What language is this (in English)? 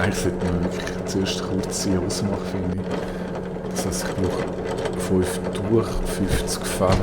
Swiss German